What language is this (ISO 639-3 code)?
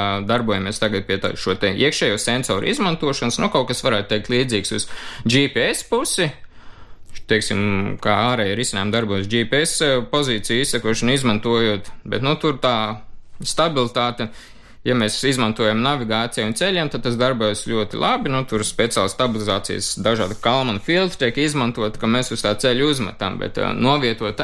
lav